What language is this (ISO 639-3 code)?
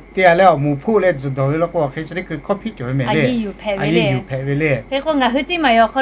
lhu